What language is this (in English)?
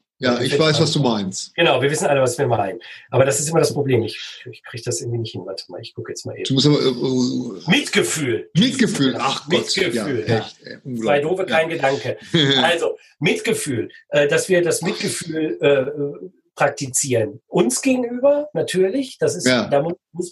German